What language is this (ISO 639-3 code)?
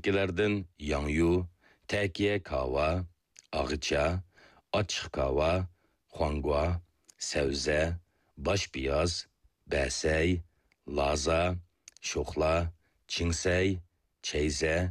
uig